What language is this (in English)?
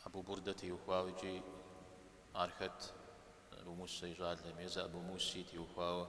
Kabardian